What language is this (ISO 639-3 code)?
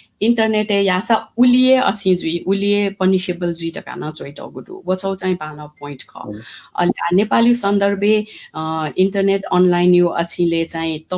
new